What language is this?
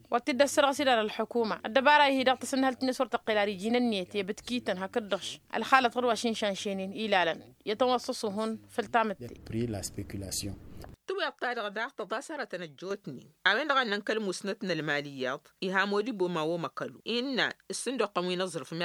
Tamasheq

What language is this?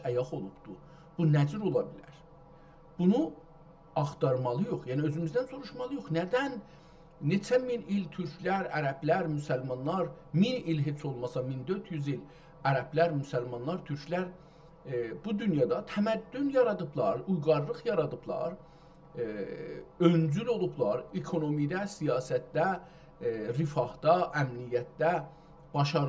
South Azerbaijani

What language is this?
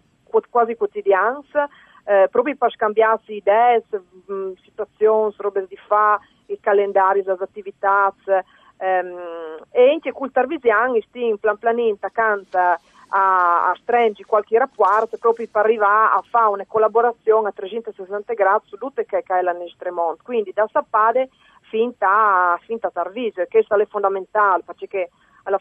Friulian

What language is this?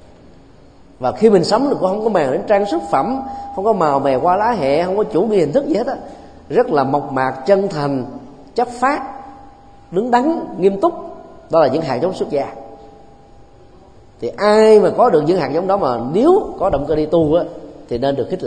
Vietnamese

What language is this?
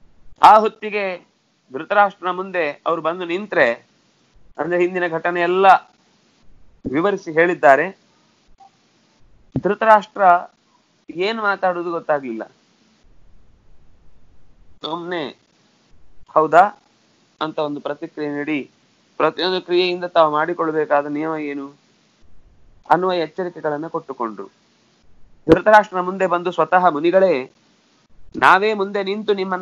Kannada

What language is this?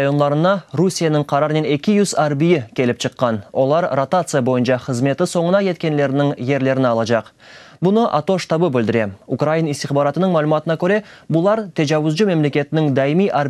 Crimean Tatar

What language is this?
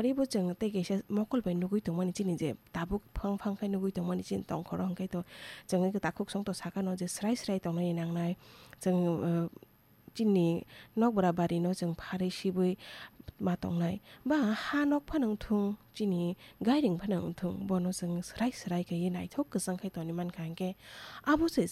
Kok Borok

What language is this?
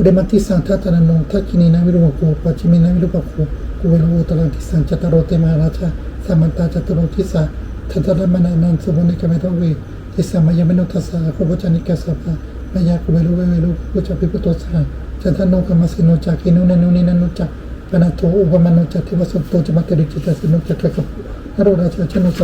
Pali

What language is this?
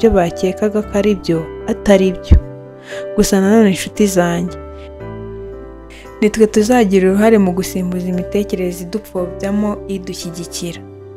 Kinyarwanda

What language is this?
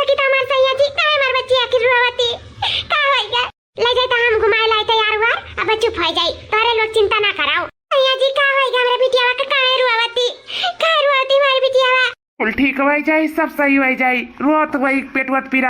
Awadhi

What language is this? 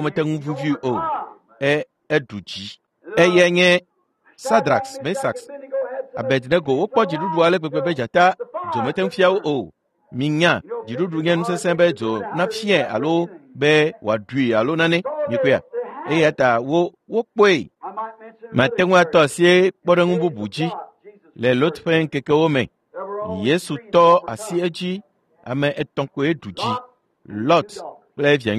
Ewe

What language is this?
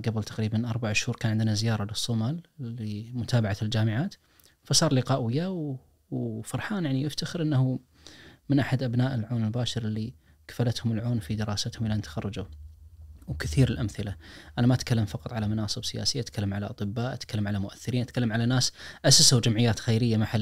Najdi Arabic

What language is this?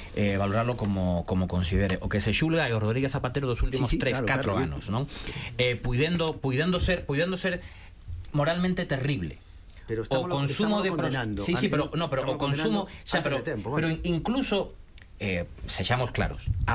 Galician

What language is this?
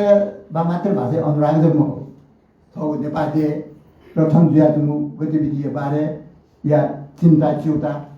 Newari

